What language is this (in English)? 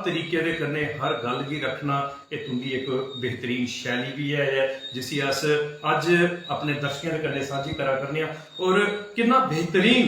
Dogri